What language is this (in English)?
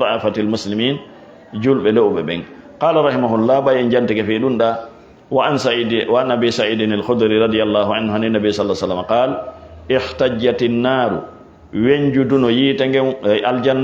Fula